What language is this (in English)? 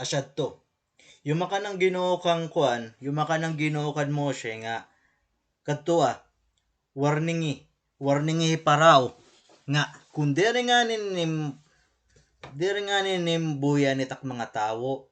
Waray